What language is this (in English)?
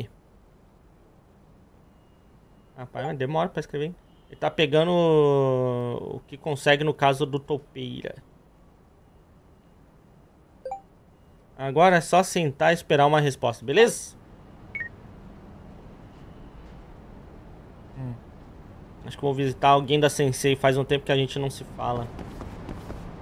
Portuguese